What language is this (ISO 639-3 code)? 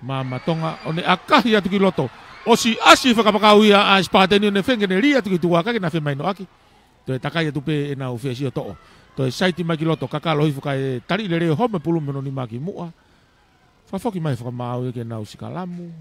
ton